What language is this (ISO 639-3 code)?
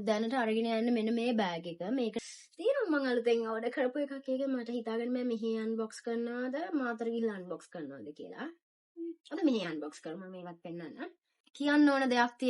sin